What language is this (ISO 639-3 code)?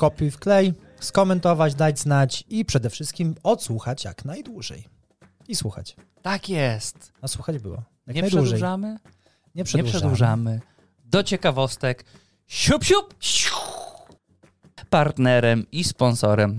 pol